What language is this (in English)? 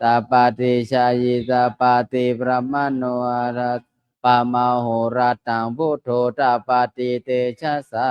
Pali